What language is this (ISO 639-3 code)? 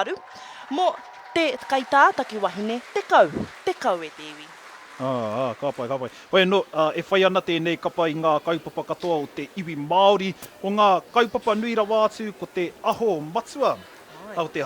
mri